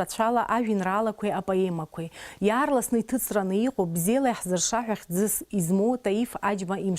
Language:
Abkhazian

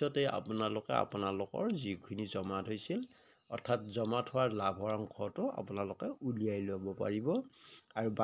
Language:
Assamese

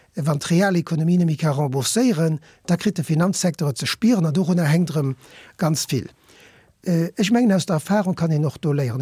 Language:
Luxembourgish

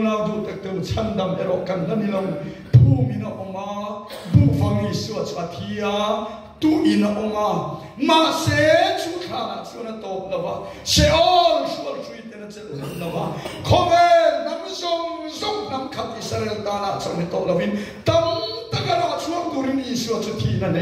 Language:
Mizo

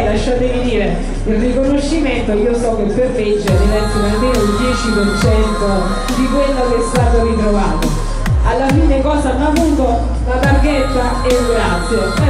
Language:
Italian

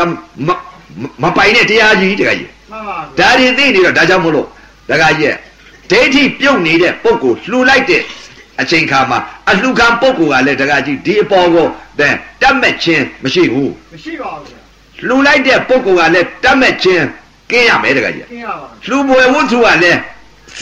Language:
Burmese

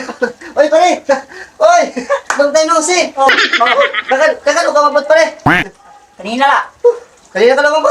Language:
Waray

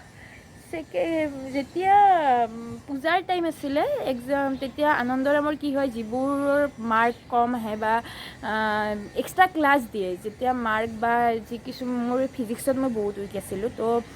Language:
Assamese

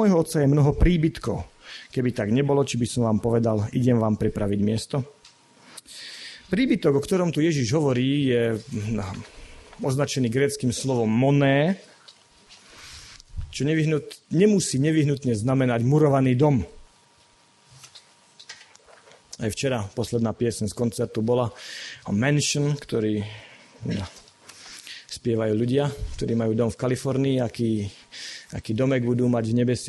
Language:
Slovak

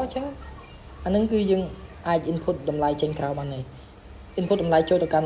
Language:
Khmer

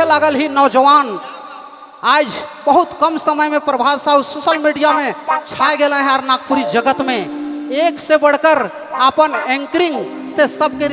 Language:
Sadri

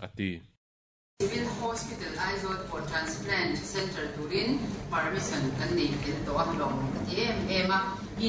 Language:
Mizo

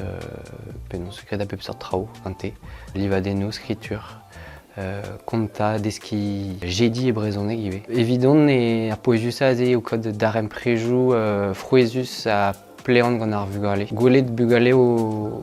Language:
Breton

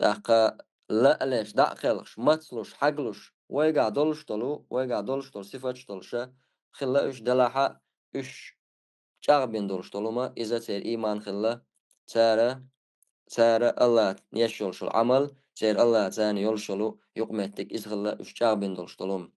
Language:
Chechen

